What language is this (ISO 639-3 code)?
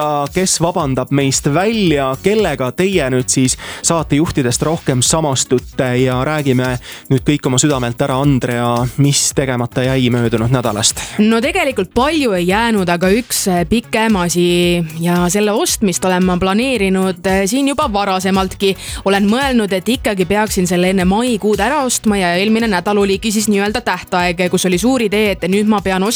est